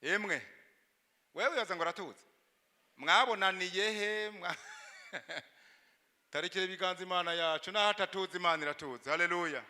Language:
Rundi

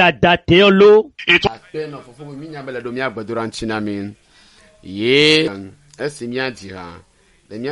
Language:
Ewe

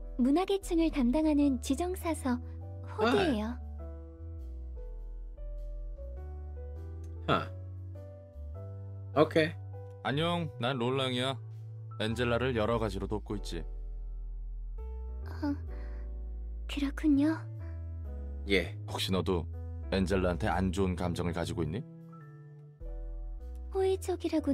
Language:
Korean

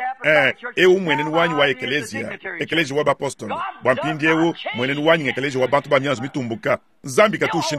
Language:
Luba-Lulua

